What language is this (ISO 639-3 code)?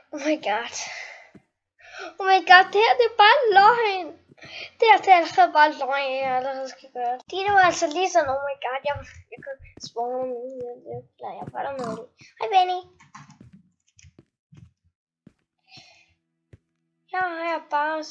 dan